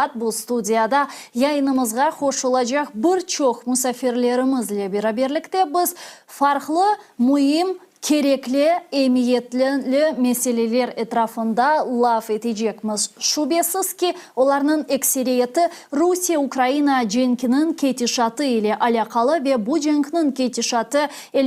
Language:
Crimean Tatar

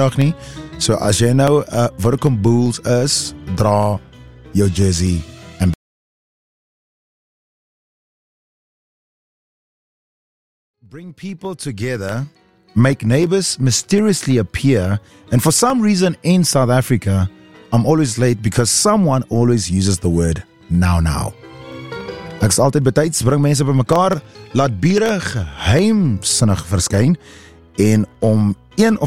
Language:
Afrikaans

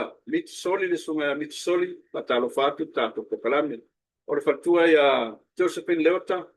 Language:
Samoan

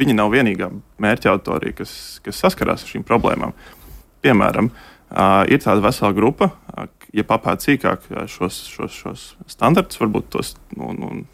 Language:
Latvian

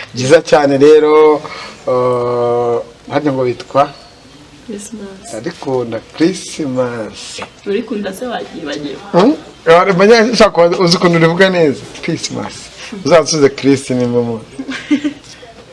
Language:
Kinyarwanda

